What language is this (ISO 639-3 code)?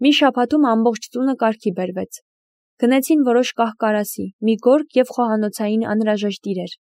hye